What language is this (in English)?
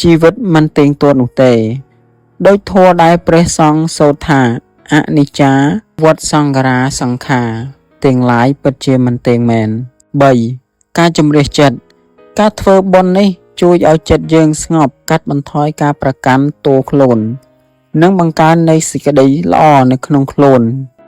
Khmer